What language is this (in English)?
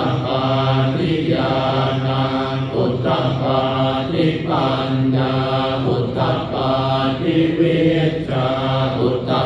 Pali